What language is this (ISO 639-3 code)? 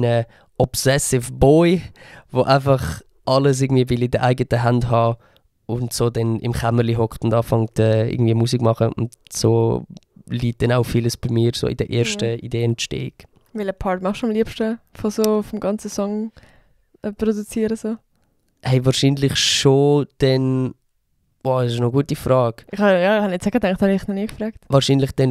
gsw